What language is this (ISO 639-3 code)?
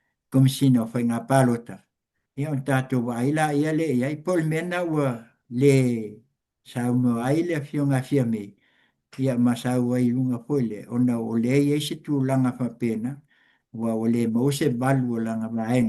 smo